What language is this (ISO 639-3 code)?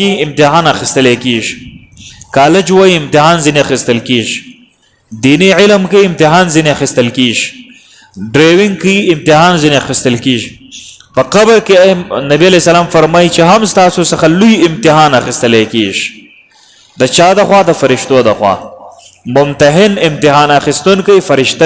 pus